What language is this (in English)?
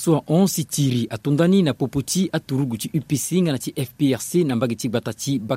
Sango